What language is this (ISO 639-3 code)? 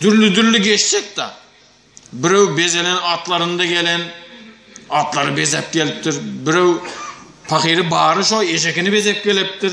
tuk